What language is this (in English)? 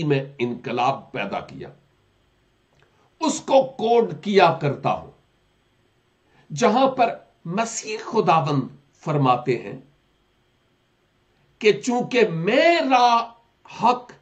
Urdu